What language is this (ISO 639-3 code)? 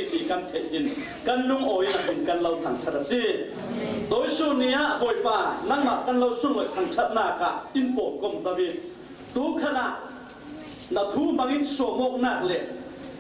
cfm